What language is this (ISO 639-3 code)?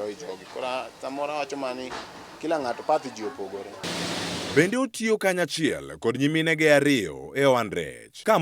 luo